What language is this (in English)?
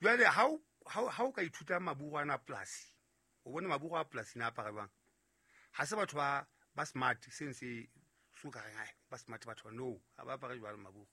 Southern Sotho